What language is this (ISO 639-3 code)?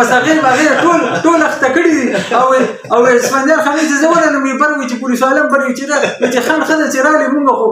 pus